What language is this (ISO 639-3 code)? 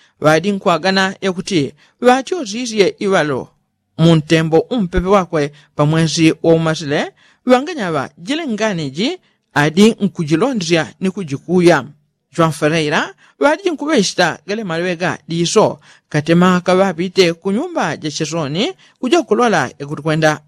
yao